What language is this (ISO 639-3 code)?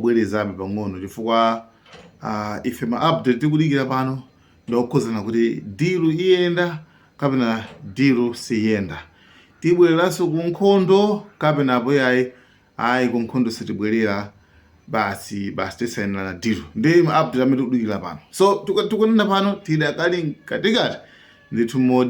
nya